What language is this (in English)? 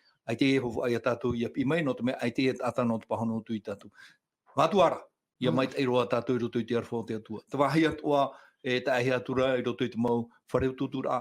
Tahitian